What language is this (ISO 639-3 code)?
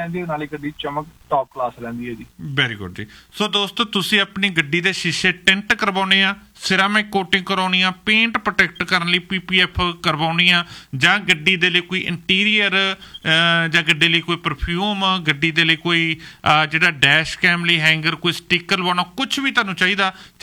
pan